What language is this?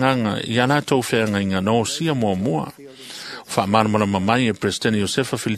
Samoan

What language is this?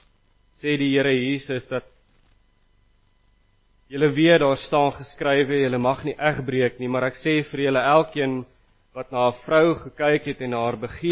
Afrikaans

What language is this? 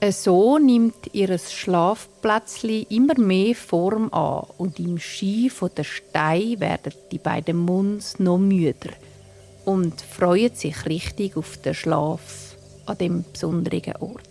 Swiss German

